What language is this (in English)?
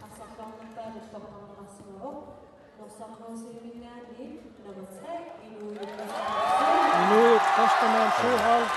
Kalaallisut